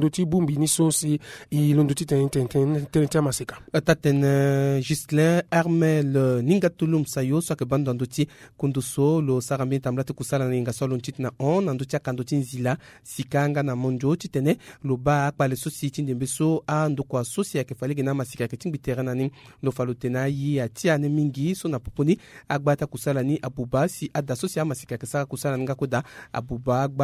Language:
Sango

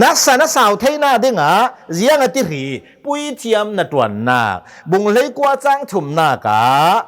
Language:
Hakha Chin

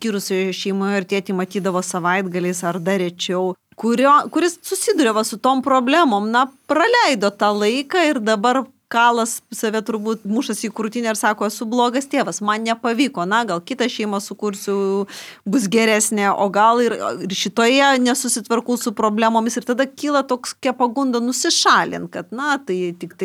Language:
Lithuanian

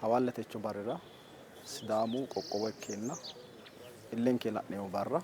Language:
Sidamo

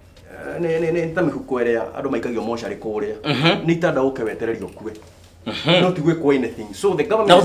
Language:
Kikuyu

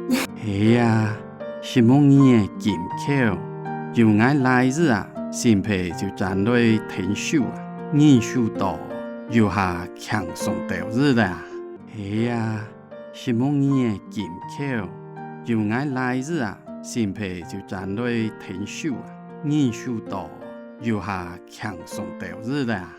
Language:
Hakka Chinese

